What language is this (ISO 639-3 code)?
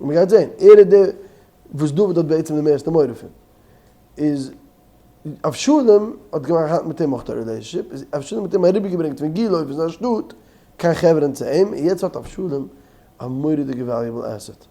yid